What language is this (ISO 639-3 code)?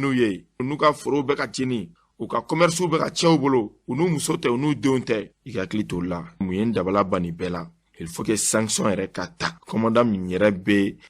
bam